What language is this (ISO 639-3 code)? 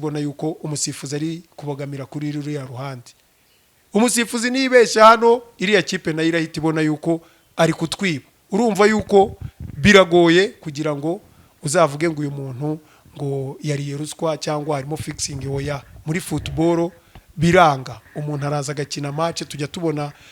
kin